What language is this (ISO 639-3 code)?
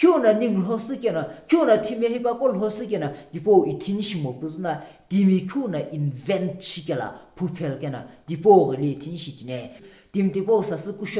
nsm